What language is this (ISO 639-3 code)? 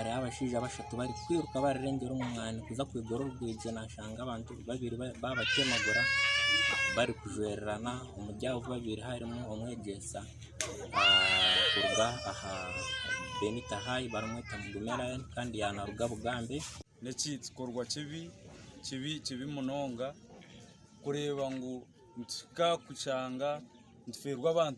nyn